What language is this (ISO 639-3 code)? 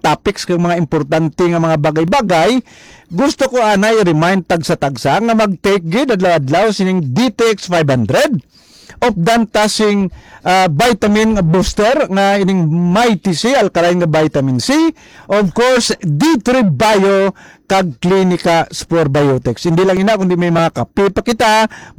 hil